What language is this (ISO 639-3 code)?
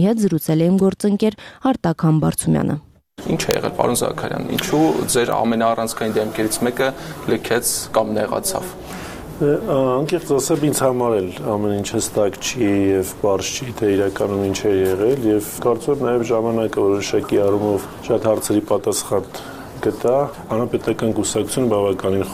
hye